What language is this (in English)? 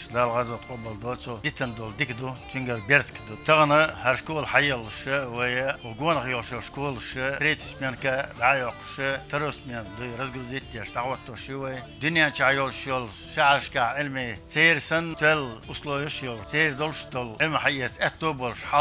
Chechen